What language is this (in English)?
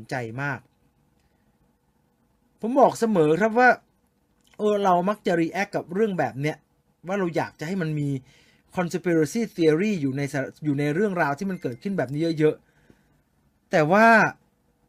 Thai